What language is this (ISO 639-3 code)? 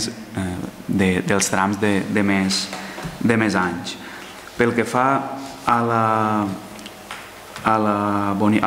cat